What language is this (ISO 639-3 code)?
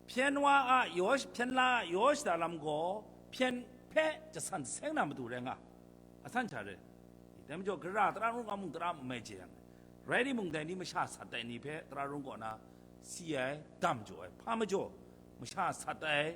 kac